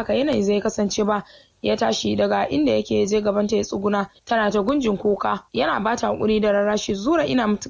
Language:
Hausa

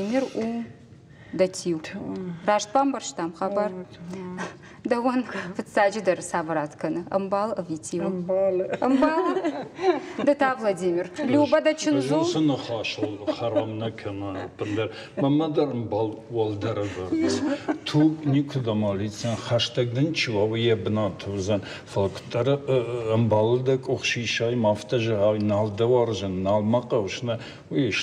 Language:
Ossetic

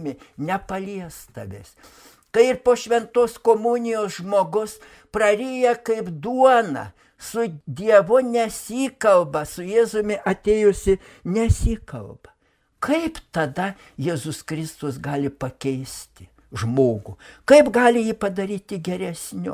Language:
Lithuanian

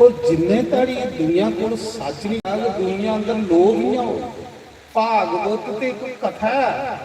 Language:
Dogri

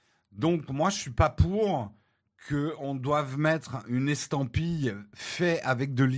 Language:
French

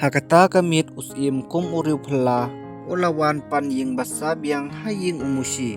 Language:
Khasi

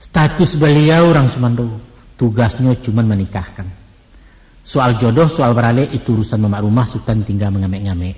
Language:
Minangkabau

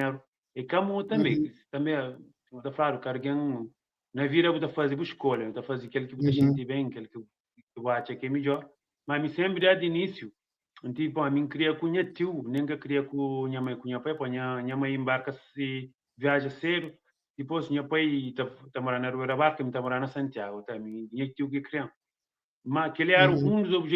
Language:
Kabuverdianu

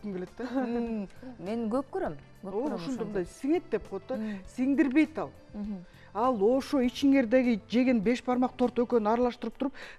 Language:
Kyrgyz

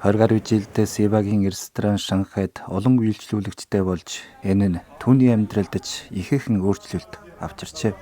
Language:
Mongolian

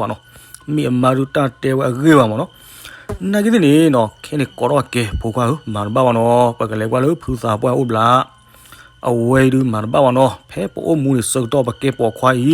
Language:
S'gaw Karen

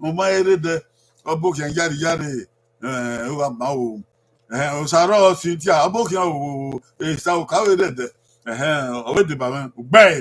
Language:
Bini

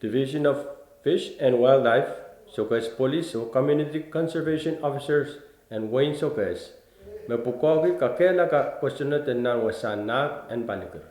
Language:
Pohnpeian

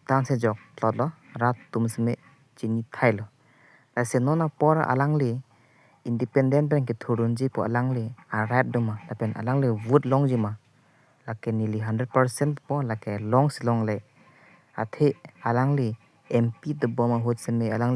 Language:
Karbi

